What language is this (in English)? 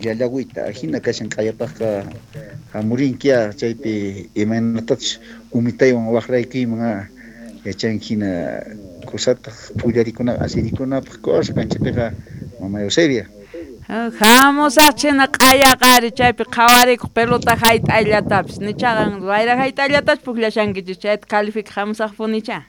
South Bolivian Quechua